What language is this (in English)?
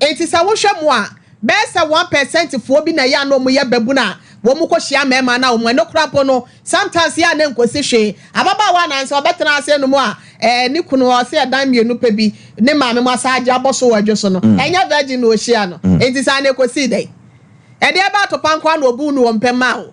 Akan